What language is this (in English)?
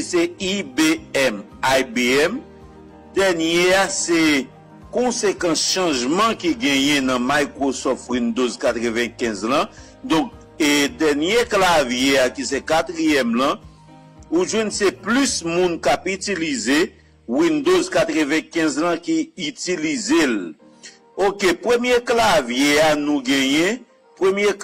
Haitian Creole